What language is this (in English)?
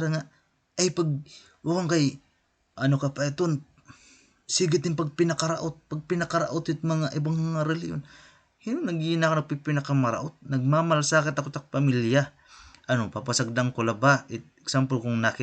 Waray